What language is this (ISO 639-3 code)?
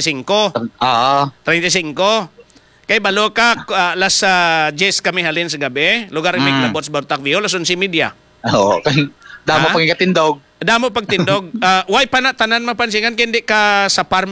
hil